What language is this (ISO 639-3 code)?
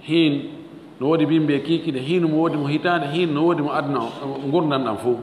ful